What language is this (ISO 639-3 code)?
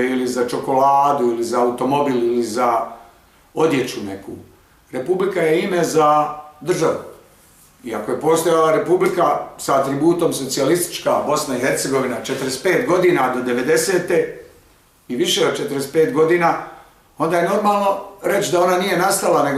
bos